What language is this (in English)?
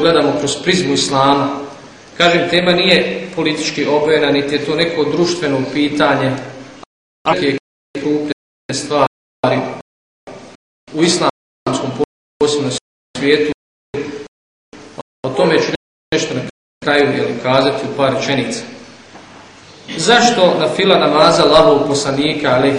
Bosnian